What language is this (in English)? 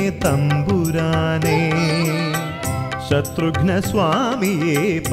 Malayalam